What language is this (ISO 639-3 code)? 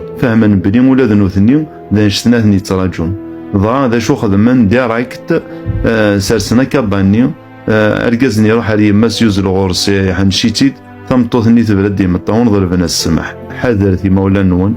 kab